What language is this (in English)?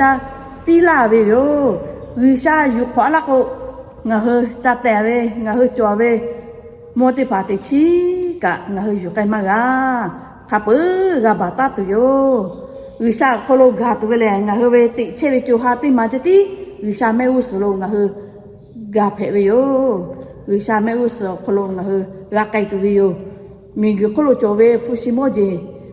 Lahu